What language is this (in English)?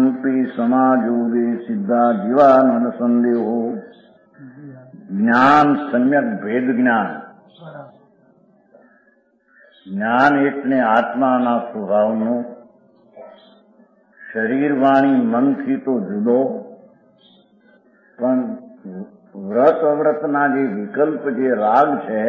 Gujarati